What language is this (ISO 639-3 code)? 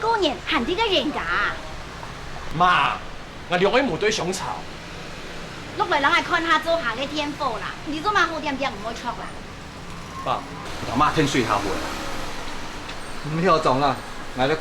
hak